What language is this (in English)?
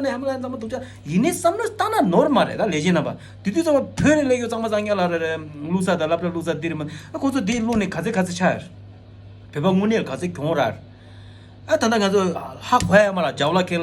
Tibetan